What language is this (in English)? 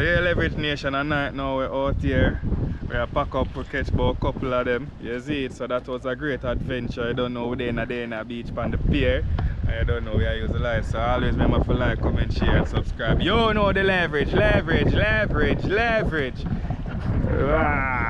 Jamaican Creole English